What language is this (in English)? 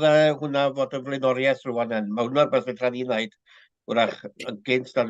Welsh